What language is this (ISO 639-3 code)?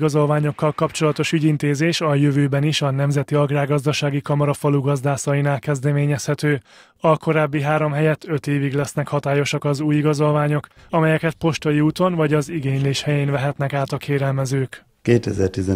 hun